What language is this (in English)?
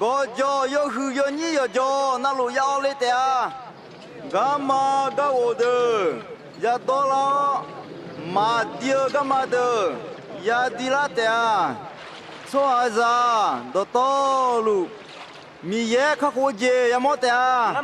Akha